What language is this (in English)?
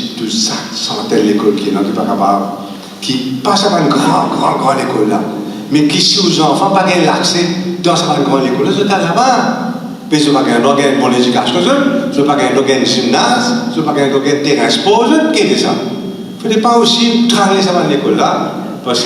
Morisyen